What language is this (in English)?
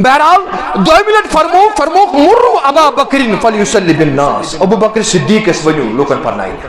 Kashmiri